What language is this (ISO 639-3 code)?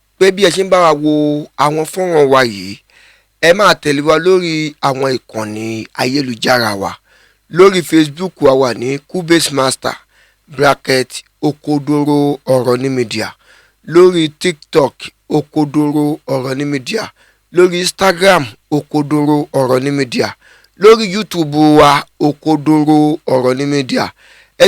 yor